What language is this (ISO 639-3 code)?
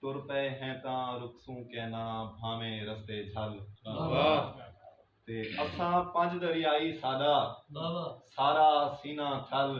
skr